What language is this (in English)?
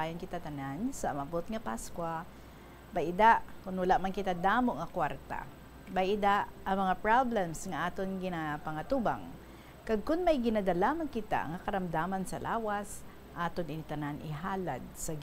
Hiligaynon